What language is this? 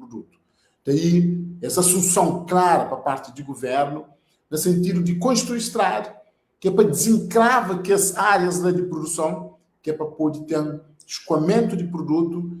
Kabuverdianu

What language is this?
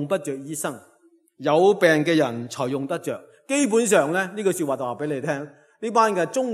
Cantonese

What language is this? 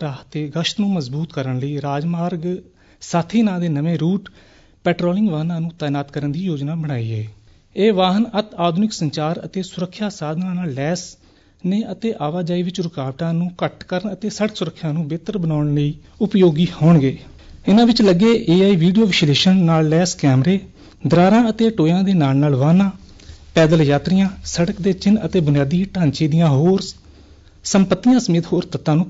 Punjabi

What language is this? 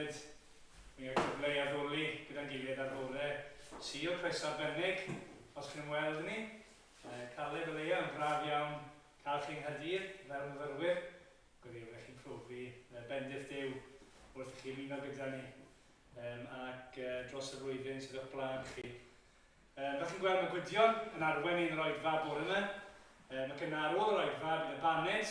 Welsh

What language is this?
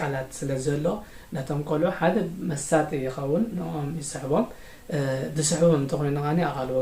Tigrinya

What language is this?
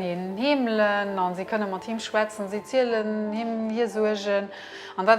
Luxembourgish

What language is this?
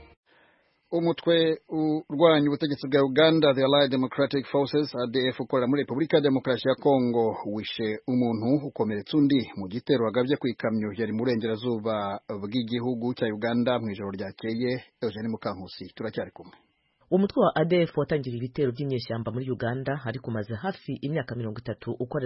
Kinyarwanda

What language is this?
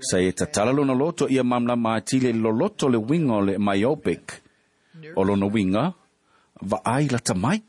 Samoan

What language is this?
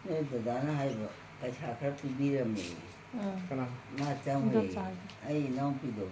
Manipuri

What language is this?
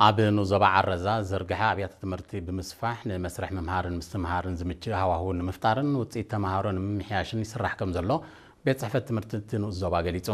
Tigrinya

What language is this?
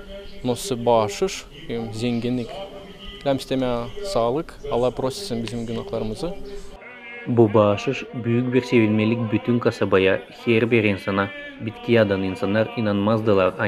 Gagauz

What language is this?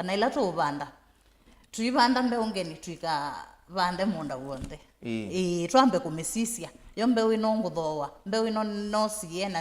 Kamba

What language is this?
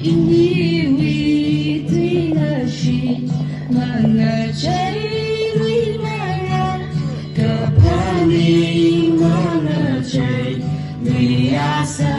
Tangkhul Naga (India)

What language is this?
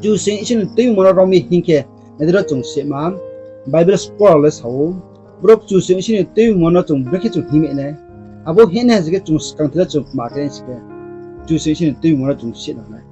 Riang (India)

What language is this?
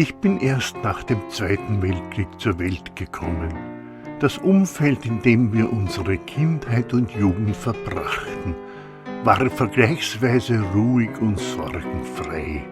Bavarian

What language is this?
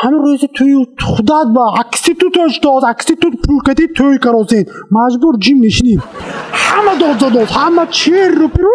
Tajik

